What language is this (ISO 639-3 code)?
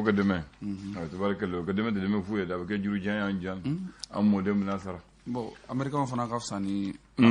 bam